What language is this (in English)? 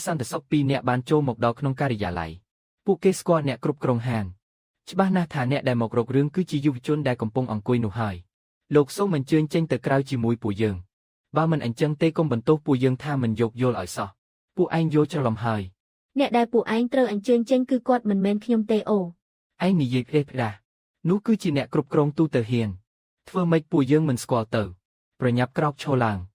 Khmer